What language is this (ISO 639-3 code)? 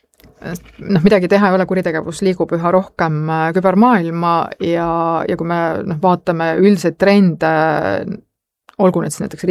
est